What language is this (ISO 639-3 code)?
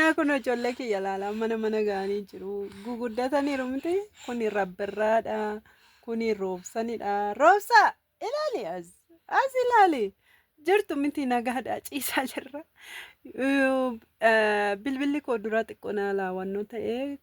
orm